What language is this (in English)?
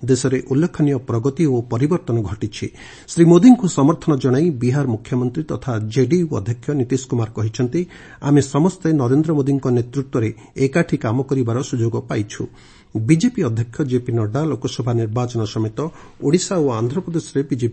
Odia